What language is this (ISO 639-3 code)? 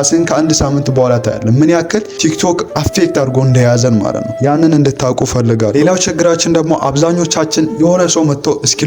amh